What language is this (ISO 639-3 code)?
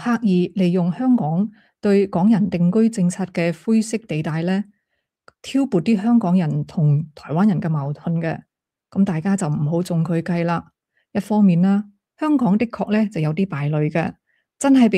yue